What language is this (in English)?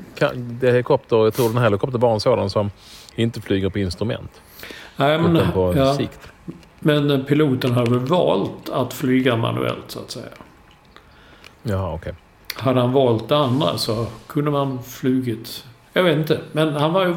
Swedish